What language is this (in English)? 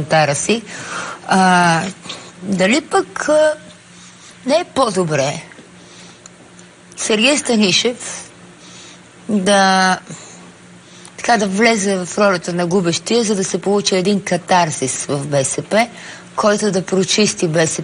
Bulgarian